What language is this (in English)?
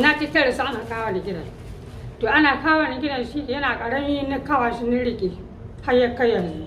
Hausa